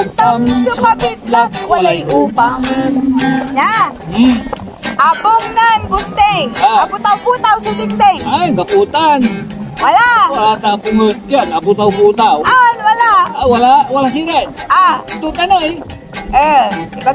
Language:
Pangasinan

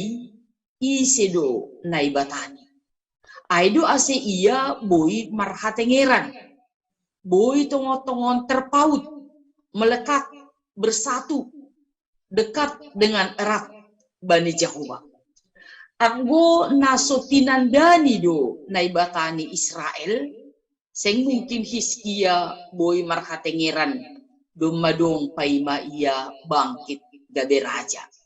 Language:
Batak Simalungun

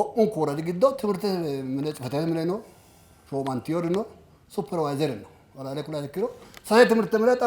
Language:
Sidamo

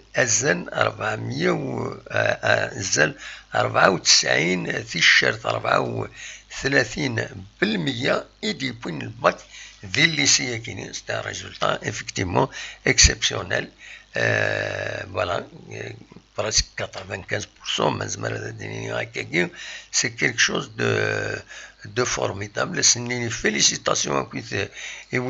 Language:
Kabyle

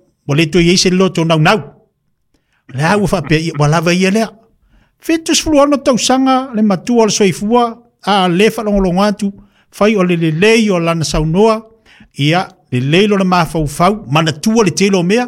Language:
Samoan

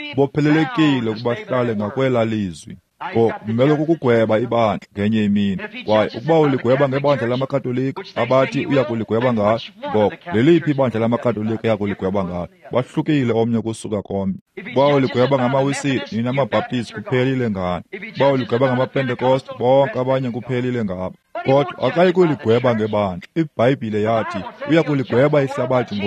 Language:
Xhosa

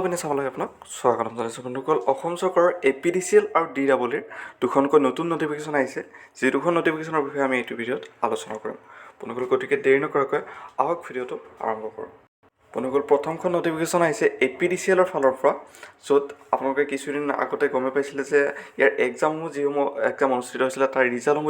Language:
Assamese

